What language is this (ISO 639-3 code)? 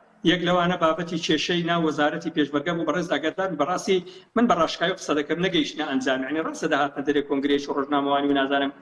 ckb